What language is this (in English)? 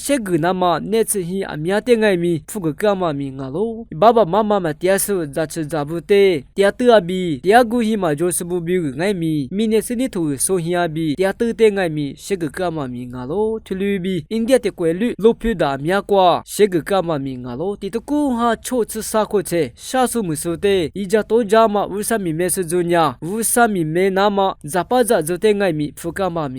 Lisu